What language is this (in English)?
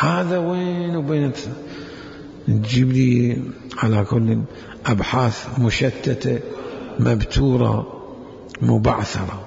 Mesopotamian Arabic